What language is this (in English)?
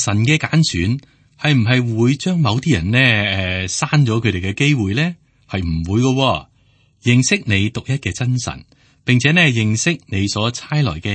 Cantonese